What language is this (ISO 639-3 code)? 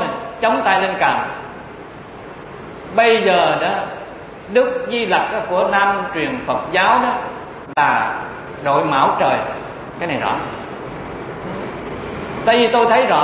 vie